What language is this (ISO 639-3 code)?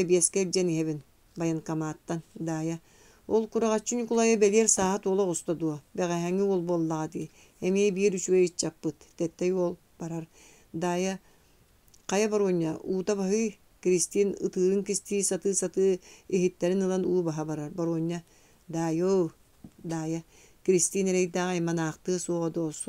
sah